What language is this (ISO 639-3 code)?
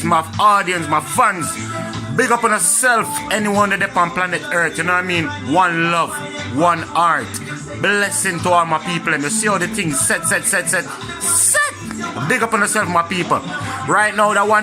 jam